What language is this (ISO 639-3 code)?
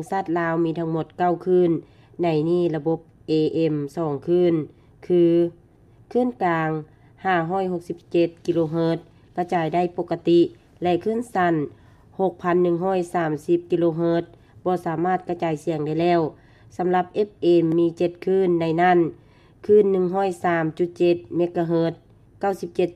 lao